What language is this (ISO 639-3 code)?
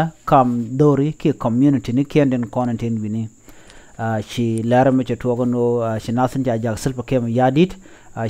nus